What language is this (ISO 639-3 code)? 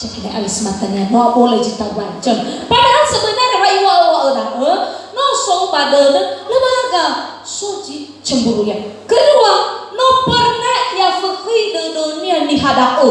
nia